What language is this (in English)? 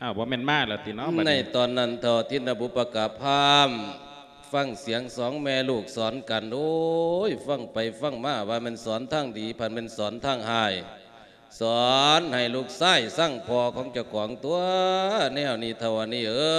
Lao